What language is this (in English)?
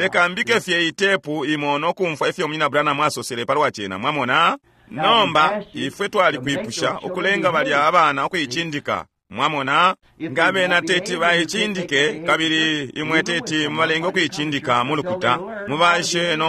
Bemba